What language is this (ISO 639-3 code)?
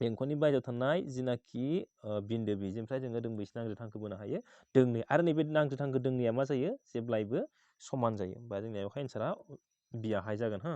brx